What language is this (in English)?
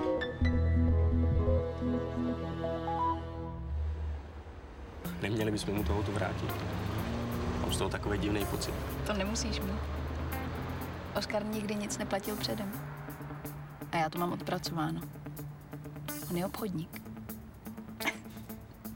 Czech